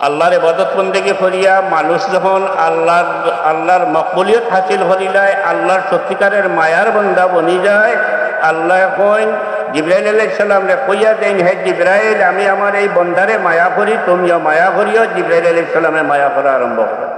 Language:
Sylheti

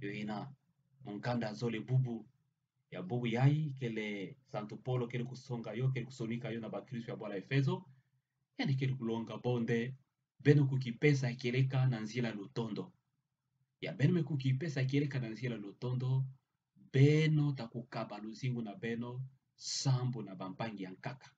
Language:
Kituba (Democratic Republic of Congo)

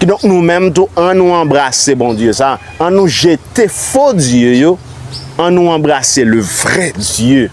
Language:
Haitian Creole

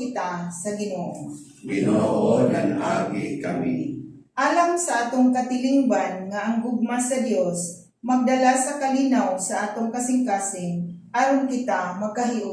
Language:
Cebuano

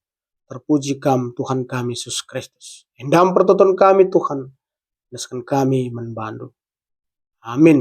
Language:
Batak Karo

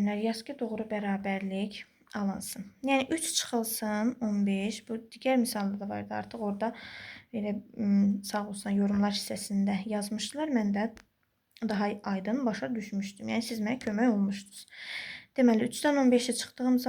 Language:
Azerbaijani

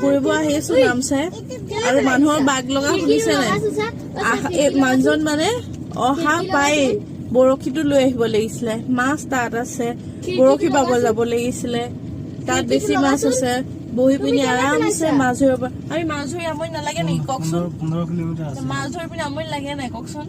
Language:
Assamese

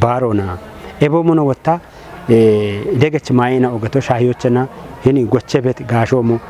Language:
Kafa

